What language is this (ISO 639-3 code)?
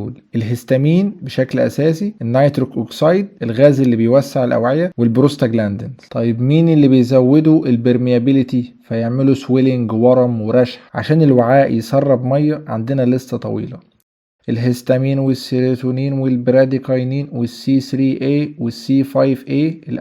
arz